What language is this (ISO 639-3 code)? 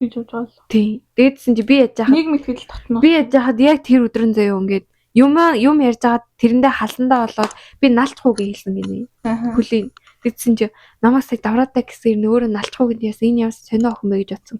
mon